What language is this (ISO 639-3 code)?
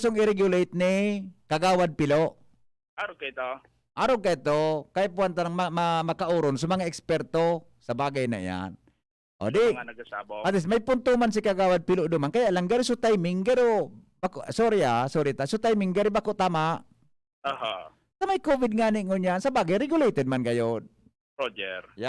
bik